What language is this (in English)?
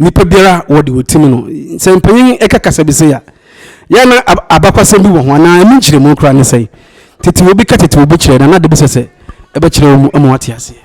Akan